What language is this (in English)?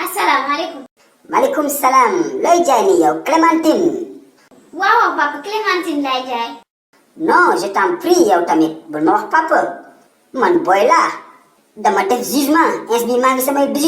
Wolof